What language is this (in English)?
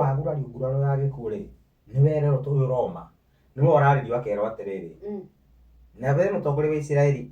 Kikuyu